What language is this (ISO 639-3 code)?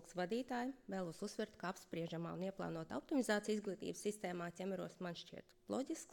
lav